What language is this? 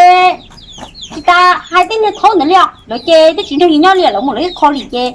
Hmong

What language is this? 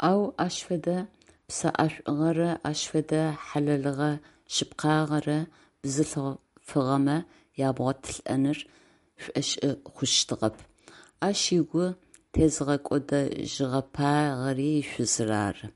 Adyghe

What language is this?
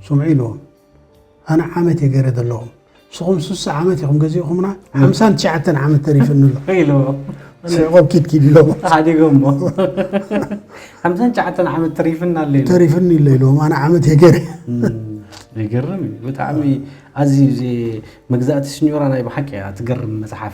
Tigrinya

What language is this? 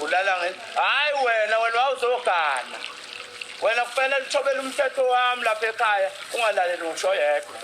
Zulu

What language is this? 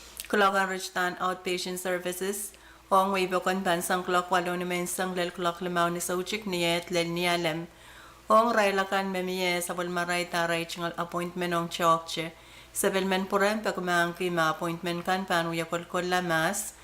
Pohnpeian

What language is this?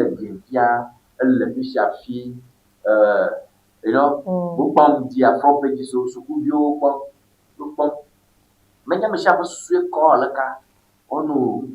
Ewe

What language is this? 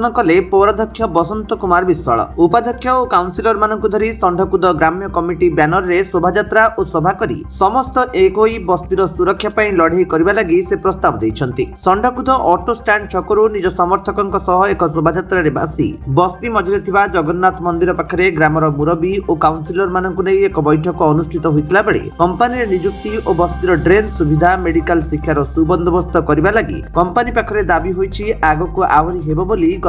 Odia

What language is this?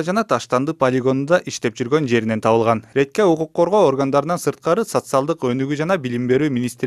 Kyrgyz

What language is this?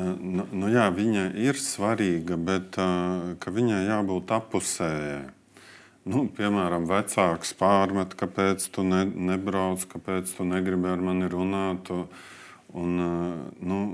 Latvian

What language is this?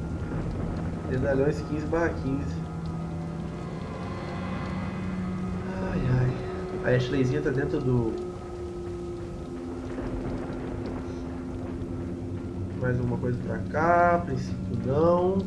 Portuguese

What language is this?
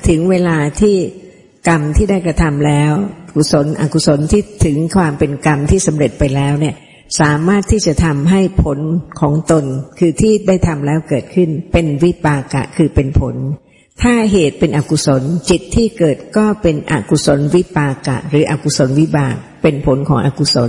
Thai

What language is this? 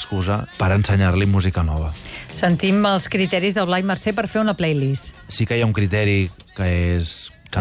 Catalan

